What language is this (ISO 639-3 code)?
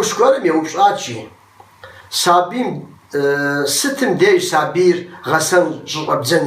kbd